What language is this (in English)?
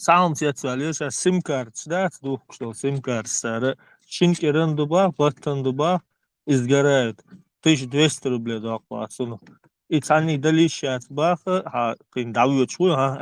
Chechen